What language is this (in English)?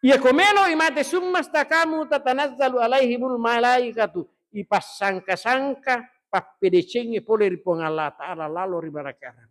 Buginese